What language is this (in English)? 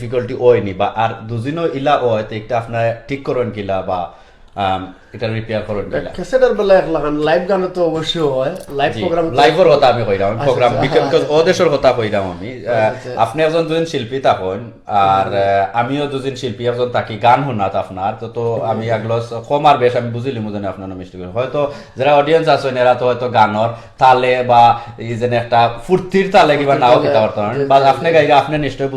Sylheti